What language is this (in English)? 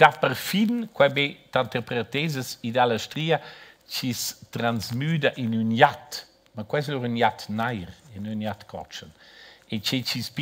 Romansh